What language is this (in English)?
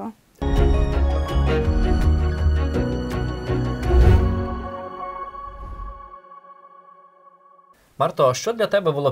Ukrainian